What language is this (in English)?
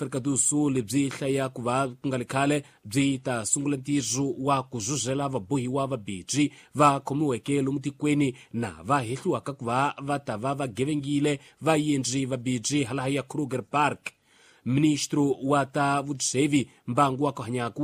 Tsonga